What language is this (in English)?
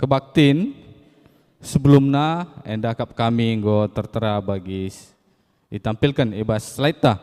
Batak Karo